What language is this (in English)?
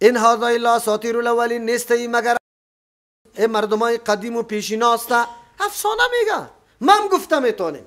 Persian